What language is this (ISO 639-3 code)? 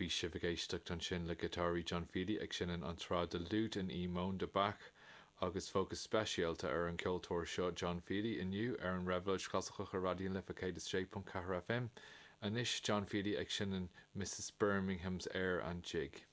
gle